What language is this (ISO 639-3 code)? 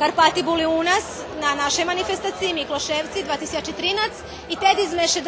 rue